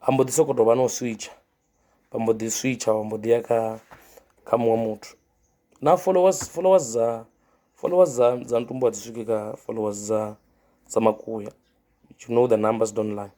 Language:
Venda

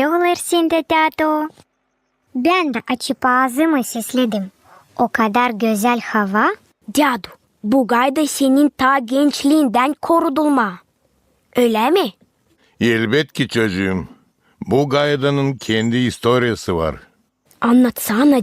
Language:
Gagauz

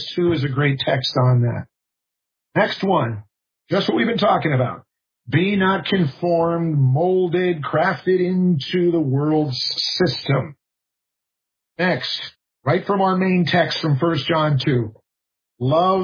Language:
English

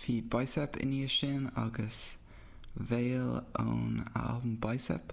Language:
Irish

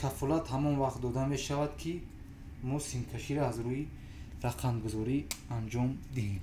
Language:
Tajik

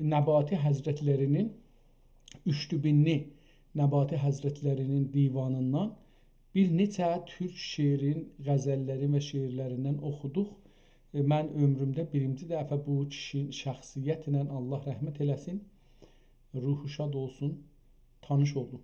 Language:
South Azerbaijani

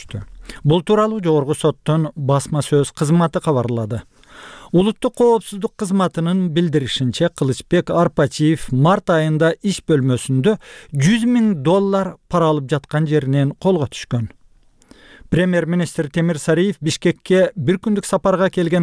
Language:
Kyrgyz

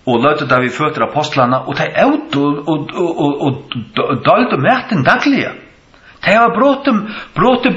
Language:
Faroese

